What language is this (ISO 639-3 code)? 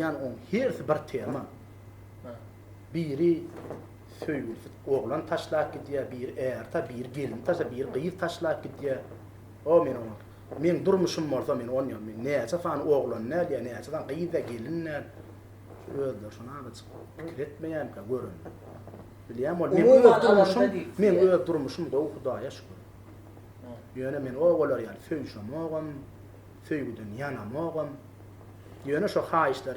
tuk